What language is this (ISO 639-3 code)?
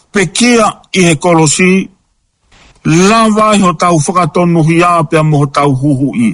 ton